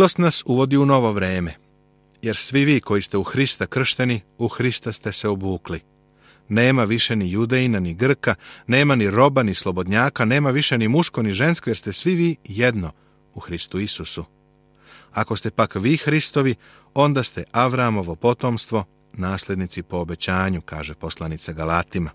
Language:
Serbian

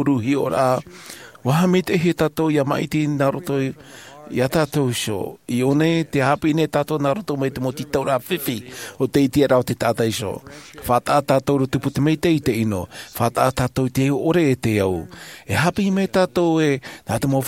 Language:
Tahitian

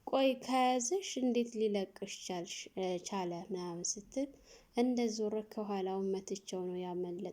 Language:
Amharic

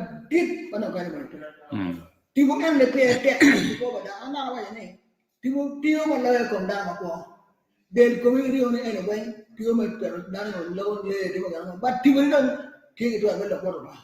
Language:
Acoli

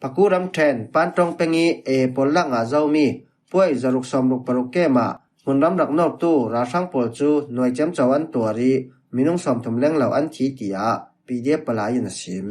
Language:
Falam Chin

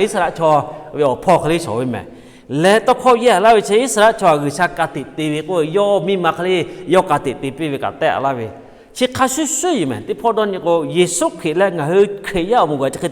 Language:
Lahu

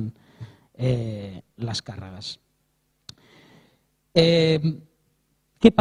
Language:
Catalan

